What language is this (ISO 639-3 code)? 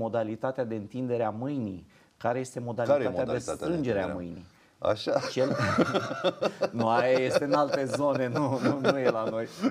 ron